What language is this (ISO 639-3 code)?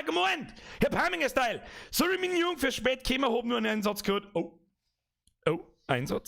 bar